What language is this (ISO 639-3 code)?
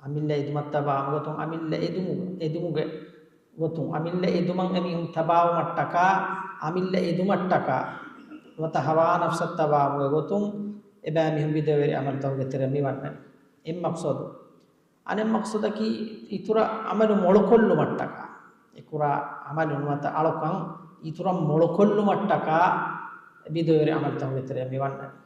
div